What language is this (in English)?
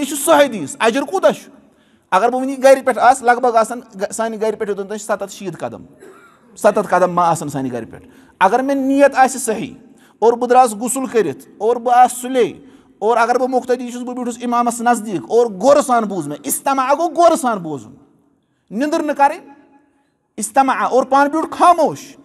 Kashmiri